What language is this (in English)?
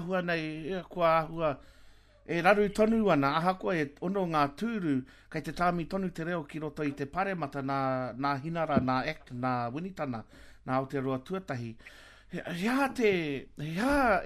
Māori